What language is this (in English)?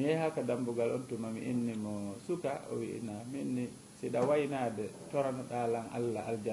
Fula